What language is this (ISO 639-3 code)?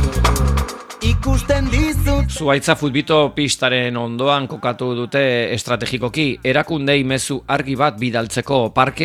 eus